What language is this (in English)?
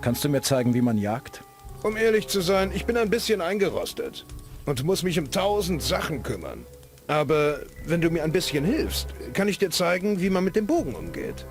Bavarian